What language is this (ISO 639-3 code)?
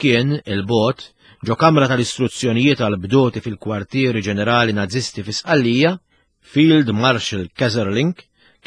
mlt